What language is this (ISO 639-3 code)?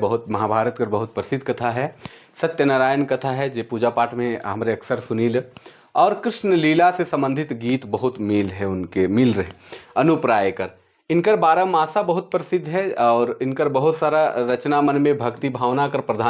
sck